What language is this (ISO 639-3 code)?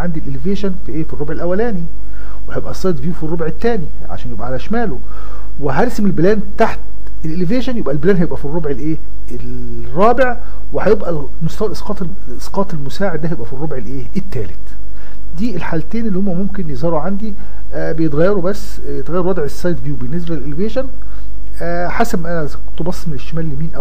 arz